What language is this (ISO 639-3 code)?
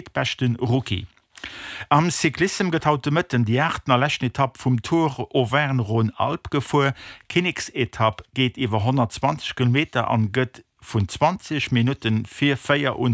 ltz